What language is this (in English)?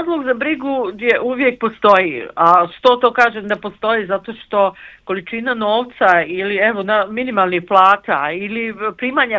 Bosnian